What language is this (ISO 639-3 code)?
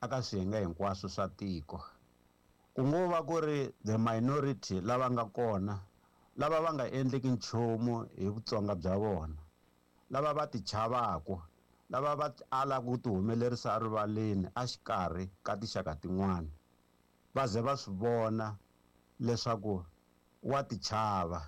tso